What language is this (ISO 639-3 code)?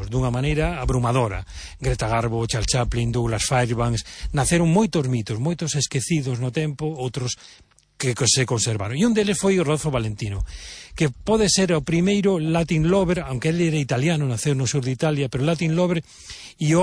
glg